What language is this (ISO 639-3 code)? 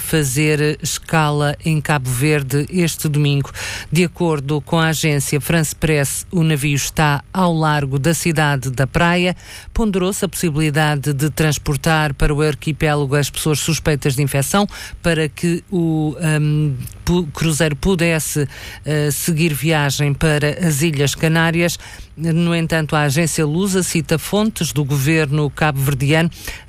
por